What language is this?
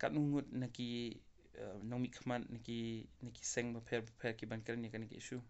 Khasi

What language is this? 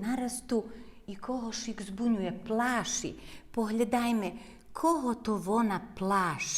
Rusyn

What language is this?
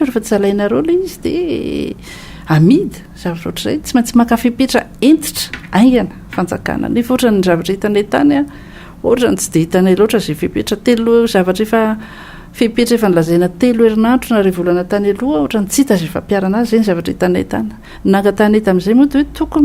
Malagasy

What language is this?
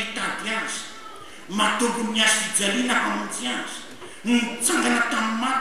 Malagasy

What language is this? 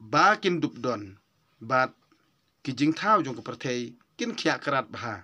Khasi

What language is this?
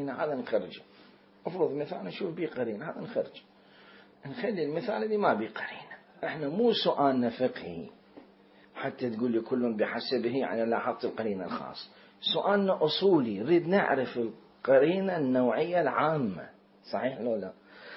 Mesopotamian Arabic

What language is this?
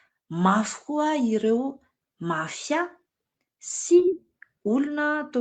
Malagasy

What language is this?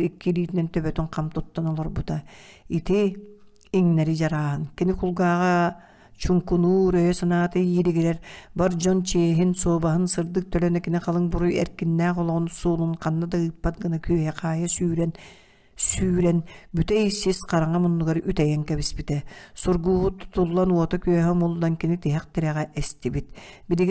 Yakut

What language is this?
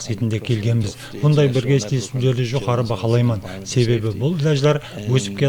Kara-Kalpak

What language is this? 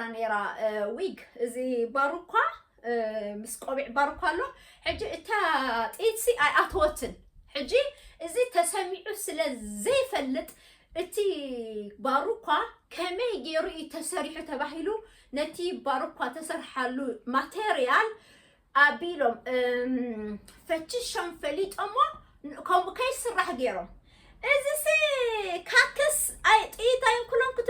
Tigrinya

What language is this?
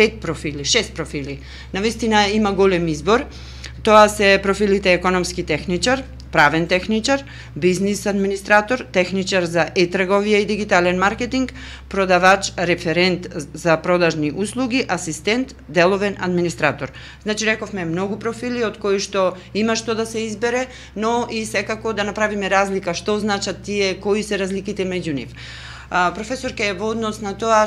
Macedonian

